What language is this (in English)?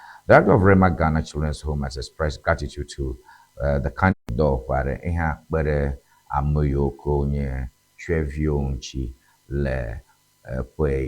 Ewe